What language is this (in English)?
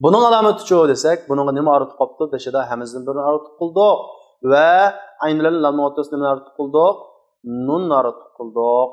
Uyghur